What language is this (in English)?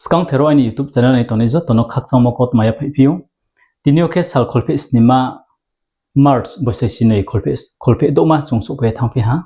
Riang (India)